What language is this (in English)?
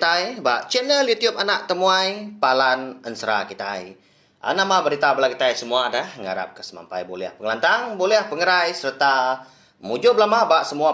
Iban